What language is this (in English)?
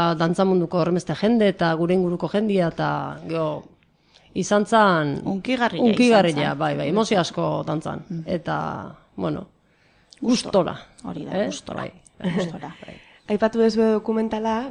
Basque